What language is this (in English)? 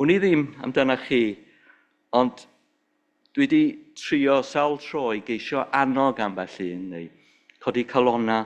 Welsh